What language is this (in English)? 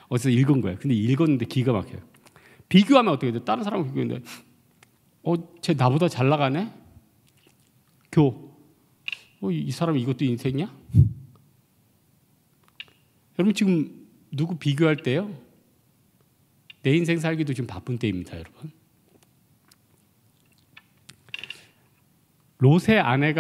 Korean